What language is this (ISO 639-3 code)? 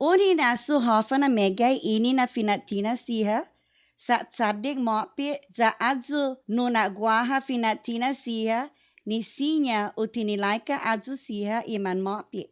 cha